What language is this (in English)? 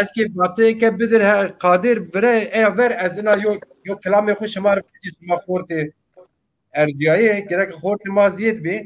Zaza